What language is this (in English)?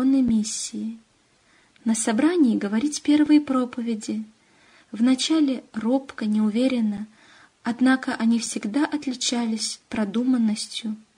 Russian